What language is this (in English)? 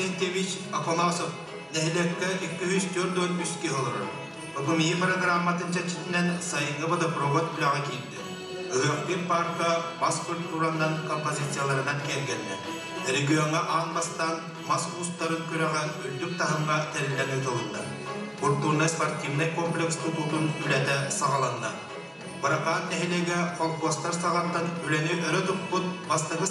Yakut